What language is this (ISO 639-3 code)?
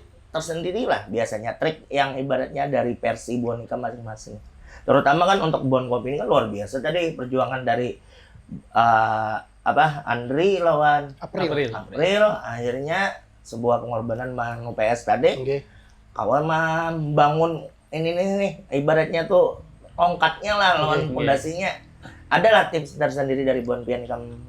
bjn